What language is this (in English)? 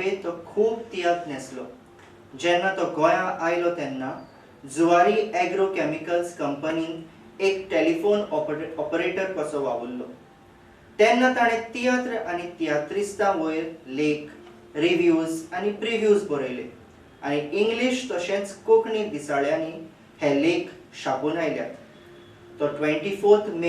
Konkani